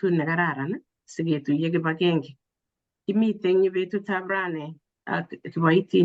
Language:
Kalenjin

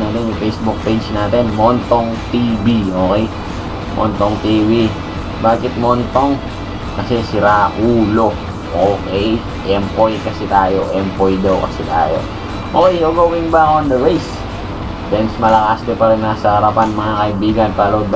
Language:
Filipino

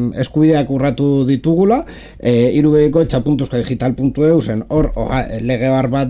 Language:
Basque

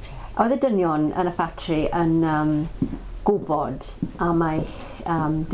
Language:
Welsh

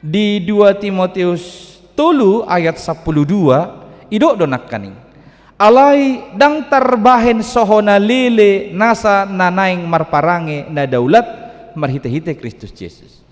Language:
Batak Toba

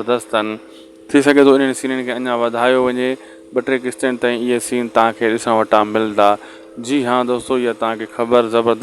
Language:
Sindhi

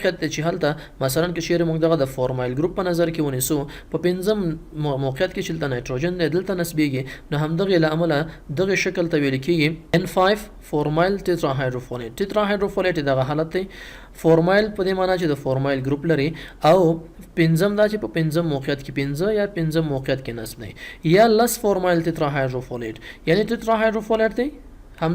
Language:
Pashto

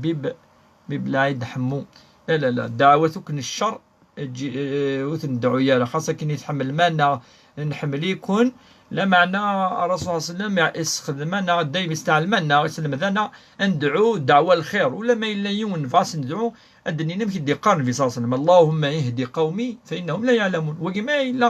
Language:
Kabyle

